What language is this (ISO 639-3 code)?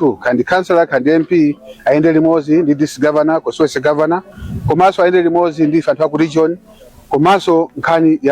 nya